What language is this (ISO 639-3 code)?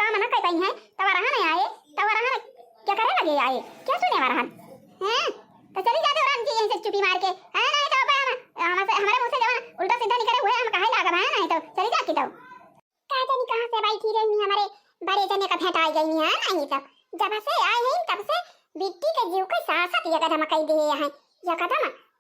awa